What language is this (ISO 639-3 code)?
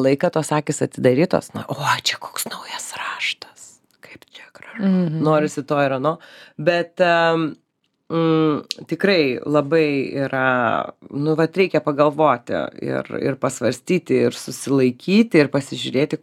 lit